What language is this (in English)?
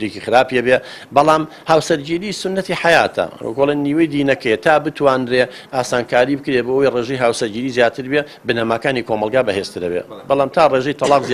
Central Kurdish